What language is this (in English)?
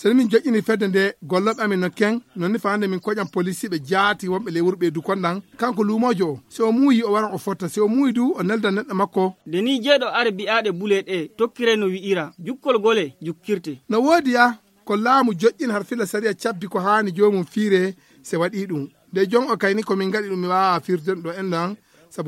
Fula